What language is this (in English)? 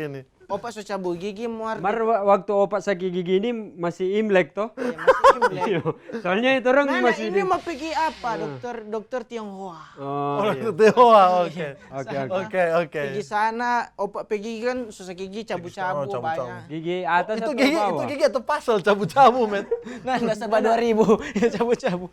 Manado Malay